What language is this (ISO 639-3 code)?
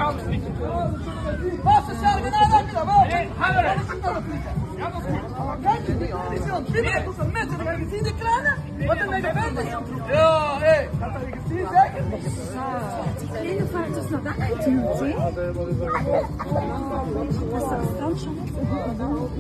nld